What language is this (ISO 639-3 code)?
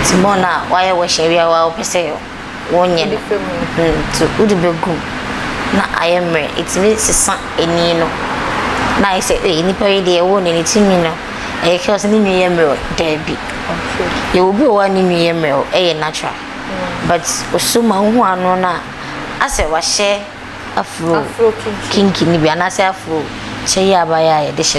aka